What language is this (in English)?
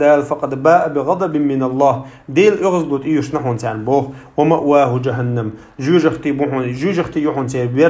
Chechen